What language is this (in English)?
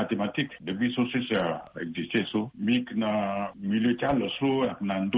Sango